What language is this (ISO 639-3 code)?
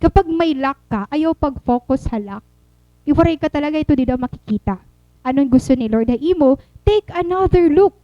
war